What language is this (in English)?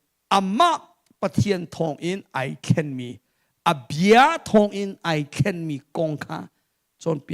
Hakha Chin